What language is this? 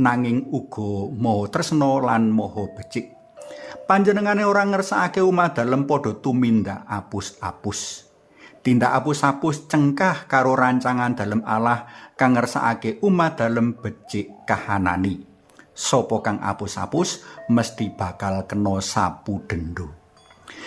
Javanese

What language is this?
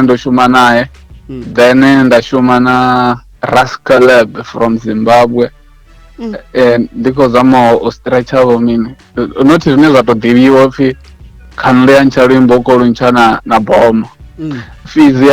Venda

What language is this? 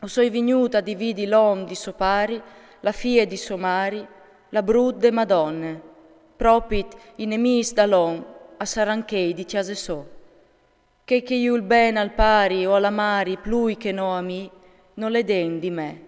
Friulian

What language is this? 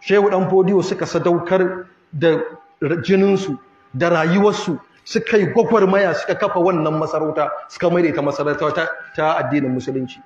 Hausa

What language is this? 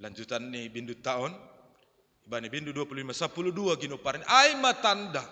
Batak Simalungun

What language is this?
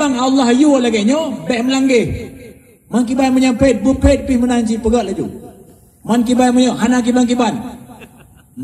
Achinese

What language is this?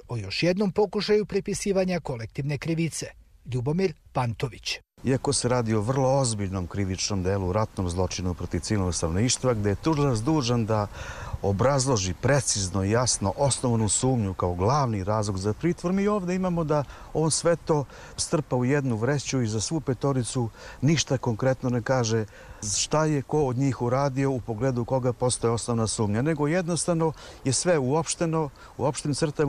Serbian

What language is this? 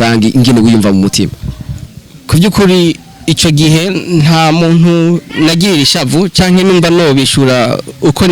Rundi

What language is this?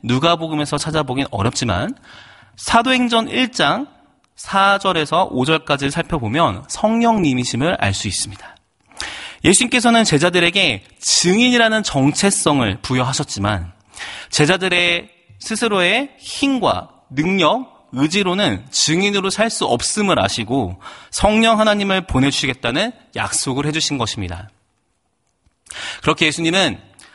Korean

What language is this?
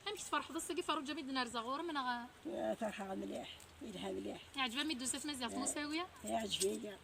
Kabyle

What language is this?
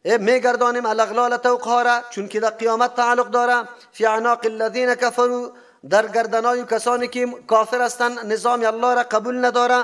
Persian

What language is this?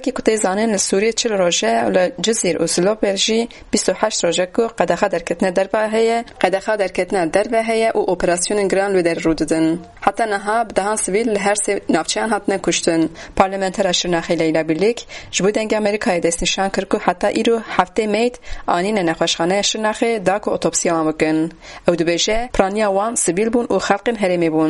Kurdish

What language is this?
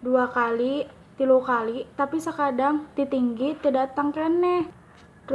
Sundanese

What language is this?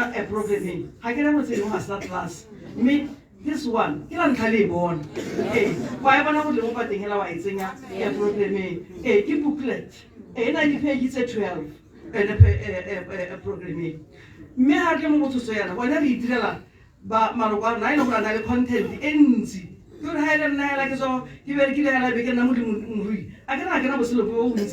Tswana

